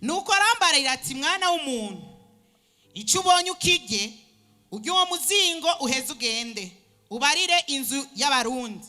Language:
Rundi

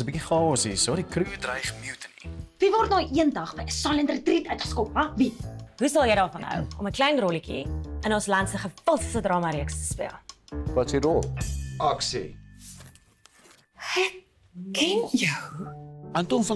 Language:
Afrikaans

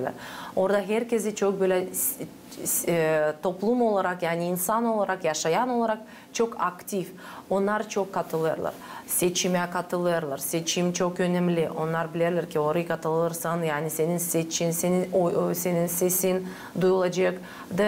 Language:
Gagauz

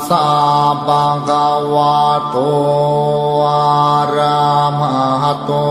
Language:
Pali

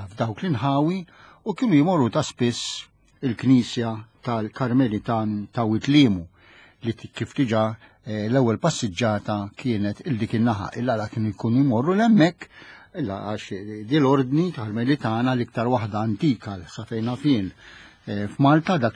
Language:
Maltese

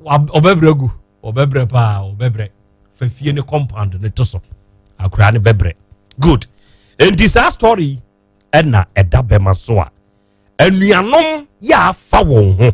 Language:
Akan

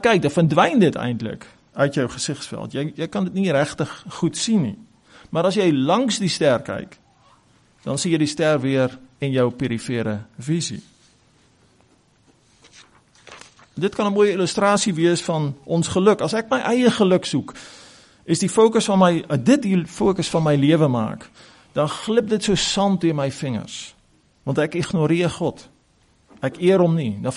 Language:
Afrikaans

